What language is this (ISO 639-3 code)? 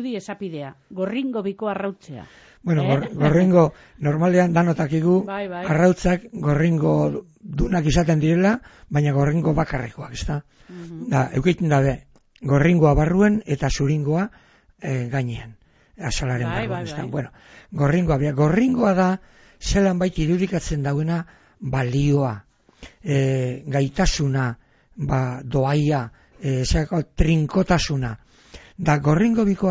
eus